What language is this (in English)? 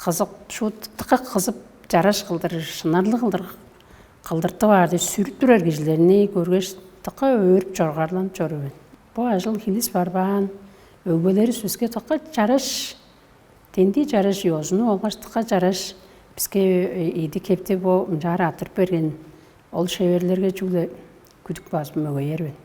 Tuvinian